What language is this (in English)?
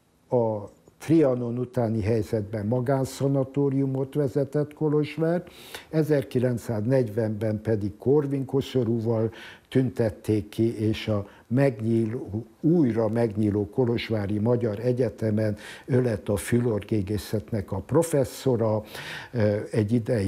Hungarian